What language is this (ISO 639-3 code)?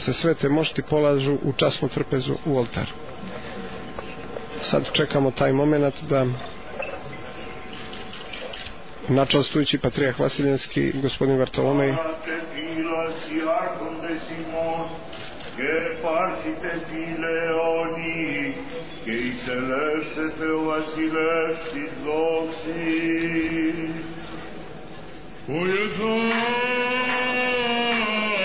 srp